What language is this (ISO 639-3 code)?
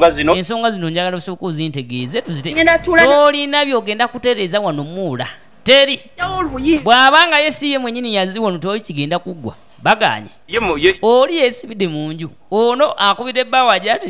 lug